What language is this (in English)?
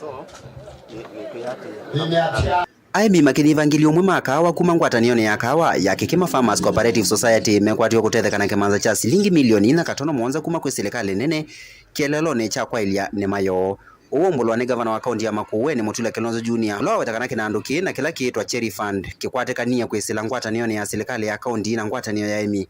Kamba